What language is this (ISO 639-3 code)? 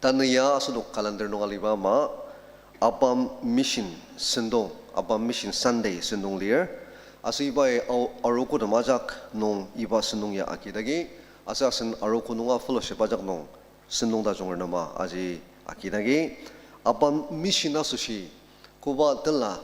njo